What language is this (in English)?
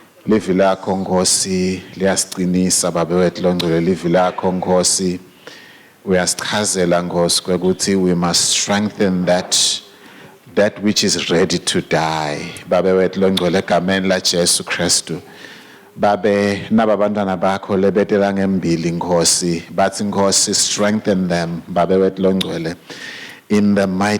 Swati